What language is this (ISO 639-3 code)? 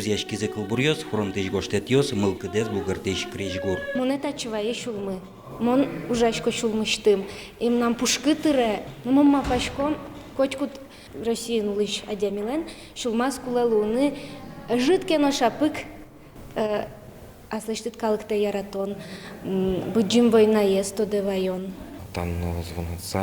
udm